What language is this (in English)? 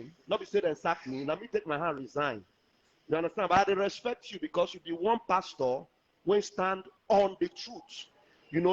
Nigerian Pidgin